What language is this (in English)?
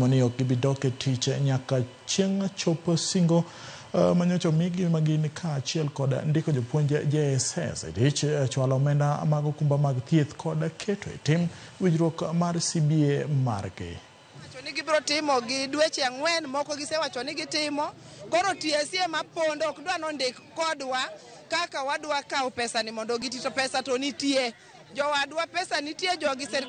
Luo (Kenya and Tanzania)